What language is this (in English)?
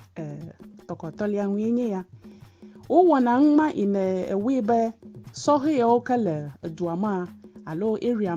Ewe